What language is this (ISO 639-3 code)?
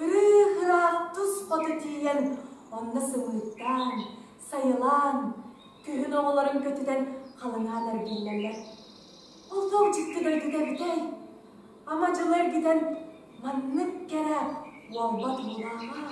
sah